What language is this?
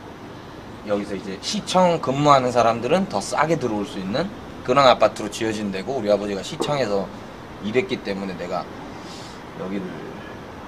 Korean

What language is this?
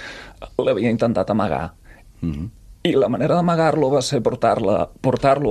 Catalan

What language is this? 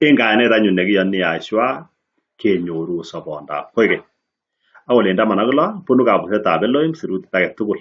Kalenjin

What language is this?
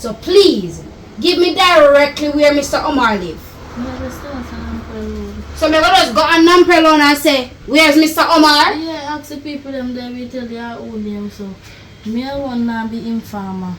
Jamaican Creole English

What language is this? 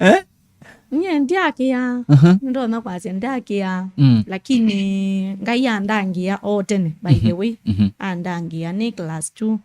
Kamba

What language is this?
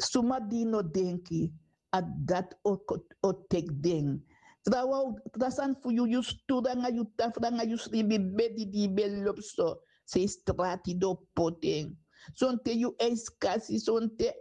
Sranan Tongo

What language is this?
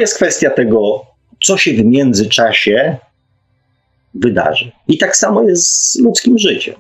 Polish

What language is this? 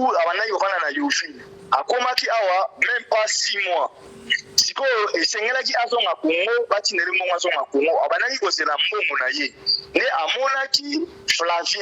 Lingala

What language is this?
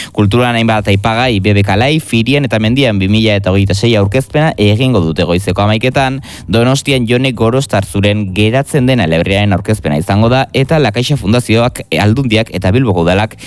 Basque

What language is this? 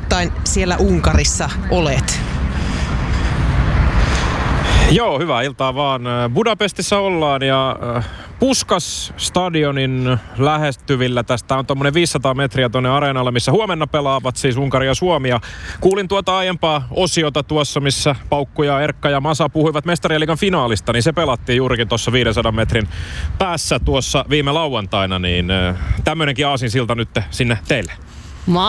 Finnish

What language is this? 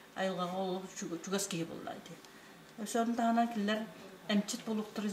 Yakut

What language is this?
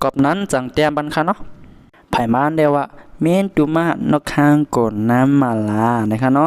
Shan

